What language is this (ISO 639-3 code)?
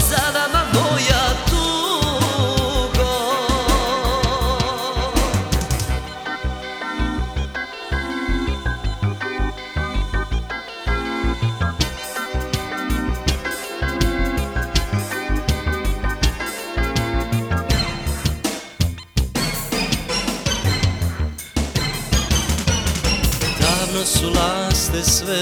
hrv